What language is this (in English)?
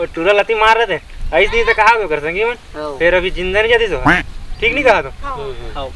Chhattisgarhi